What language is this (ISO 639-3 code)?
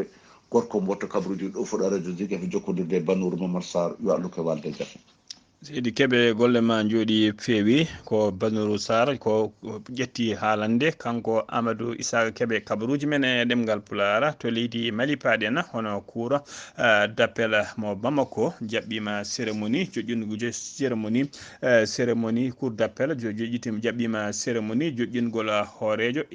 ful